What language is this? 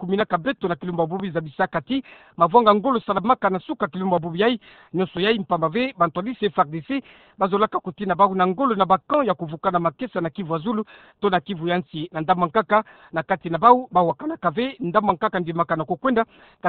Kituba (Democratic Republic of Congo)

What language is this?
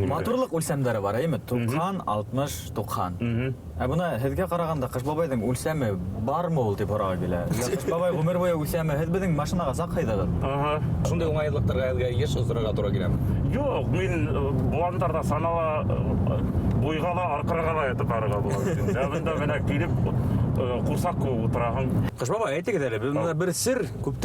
Bashkir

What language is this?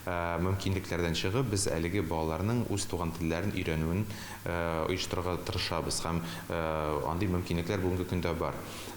Tatar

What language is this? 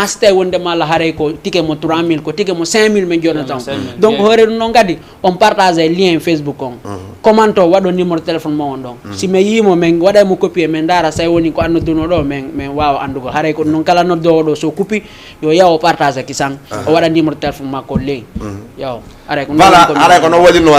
Fula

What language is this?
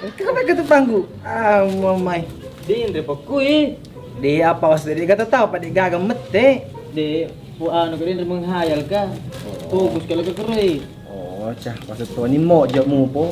Buginese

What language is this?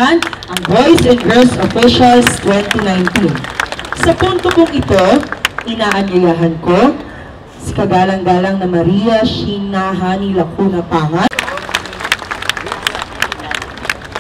Filipino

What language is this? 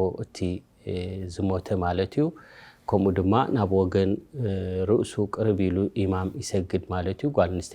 Tigrinya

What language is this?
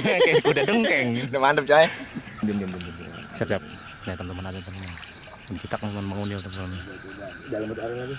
Betawi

